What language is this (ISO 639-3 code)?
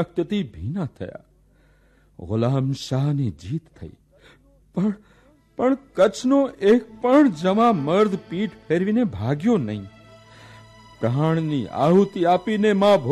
guj